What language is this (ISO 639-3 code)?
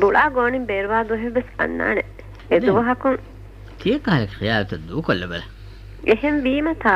div